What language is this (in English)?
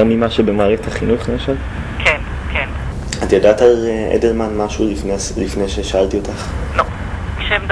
Hebrew